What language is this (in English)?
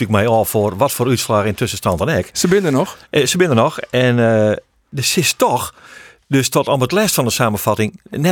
Western Frisian